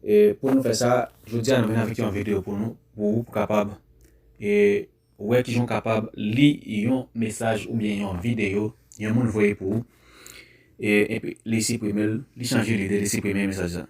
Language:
Haitian Creole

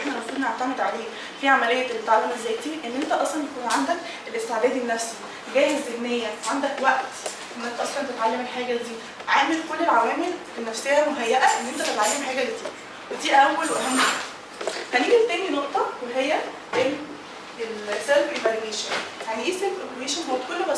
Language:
Egyptian Arabic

